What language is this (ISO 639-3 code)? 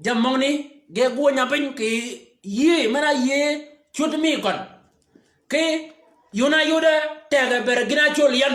shk